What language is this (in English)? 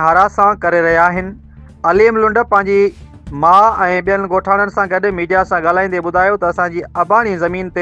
Sindhi